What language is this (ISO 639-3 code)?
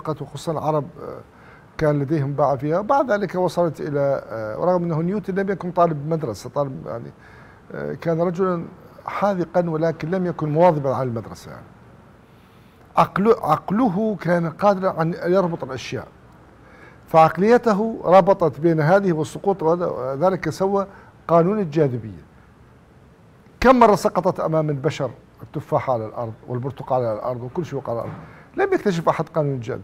ara